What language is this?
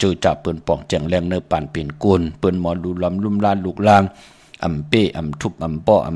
Shan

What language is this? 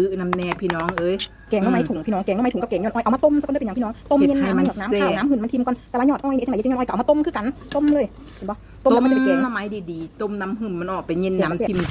Lao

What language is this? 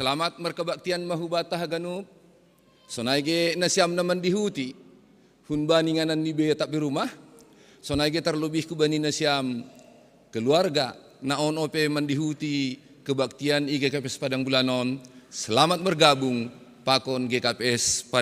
Batak Simalungun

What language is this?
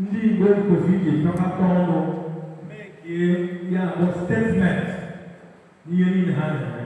Igbo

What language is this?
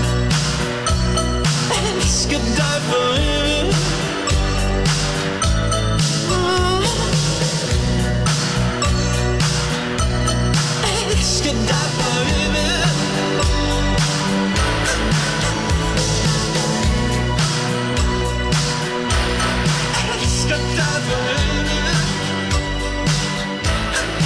Danish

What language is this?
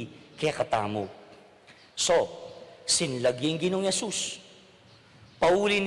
Pampanga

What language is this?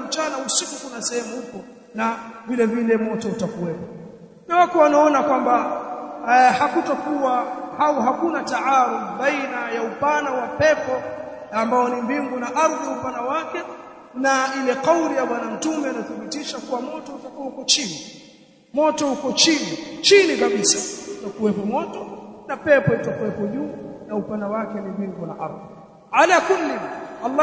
Swahili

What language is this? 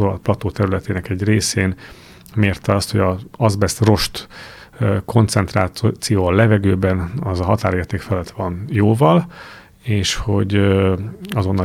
Hungarian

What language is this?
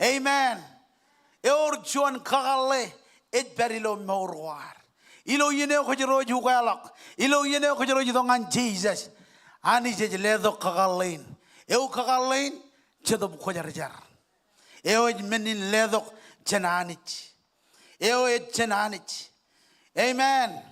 Marshallese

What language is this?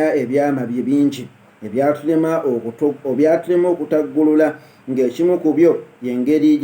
Ganda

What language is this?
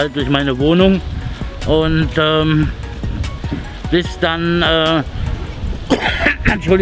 German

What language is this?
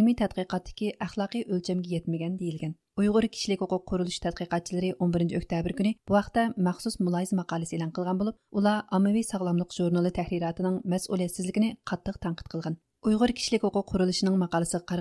Uyghur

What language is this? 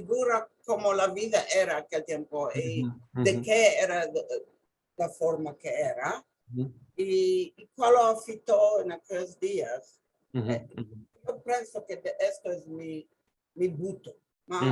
Ladino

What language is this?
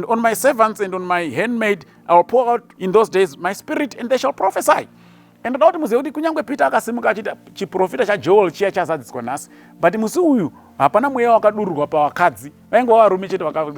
Shona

